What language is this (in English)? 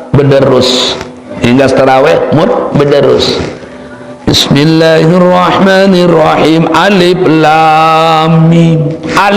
Sasak